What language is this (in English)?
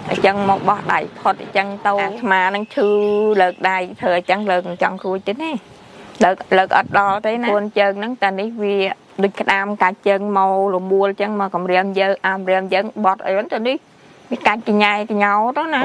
Khmer